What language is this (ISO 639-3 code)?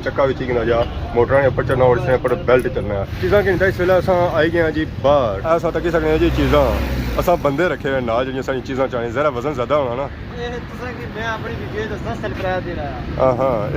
phr